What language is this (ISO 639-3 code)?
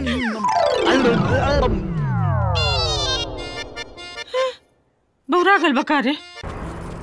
bho